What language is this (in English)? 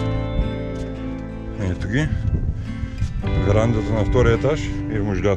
Bulgarian